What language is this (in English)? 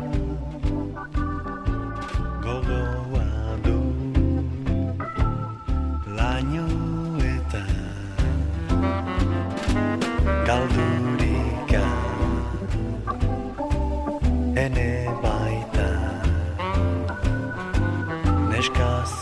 Basque